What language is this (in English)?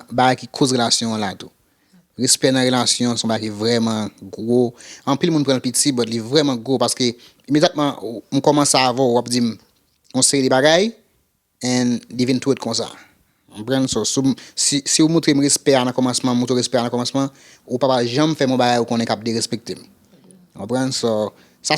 Haitian Creole